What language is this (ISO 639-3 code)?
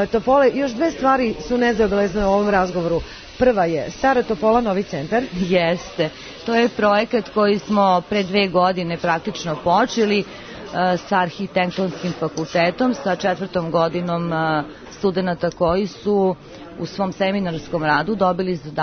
srp